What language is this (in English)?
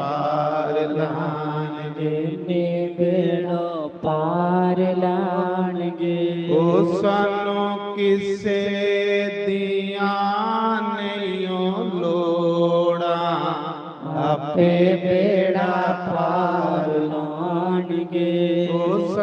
Dogri